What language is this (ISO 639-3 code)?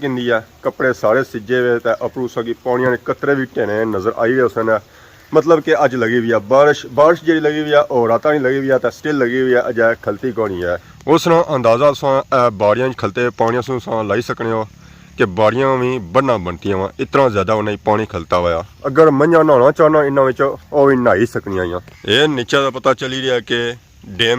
phr